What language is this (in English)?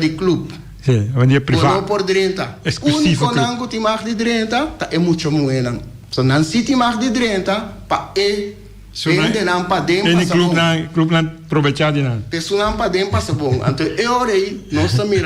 Papiamento